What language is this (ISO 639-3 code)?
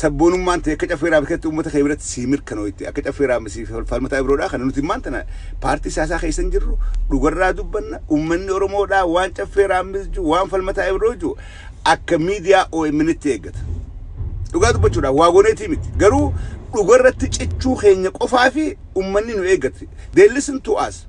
orm